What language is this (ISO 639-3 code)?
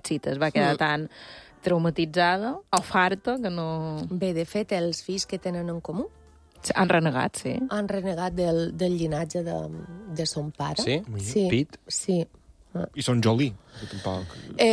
cat